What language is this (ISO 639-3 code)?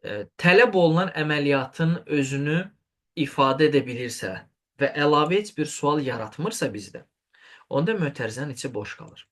aze